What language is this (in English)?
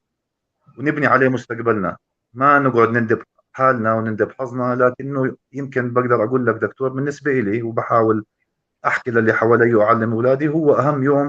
North Levantine Arabic